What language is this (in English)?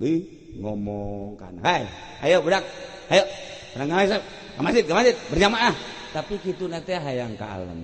Sundanese